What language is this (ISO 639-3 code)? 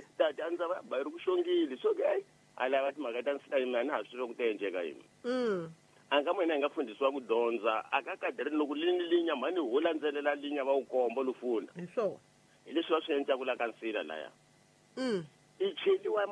tso